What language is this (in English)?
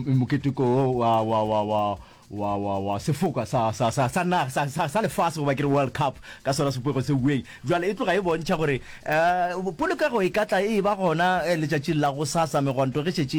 Northern Sotho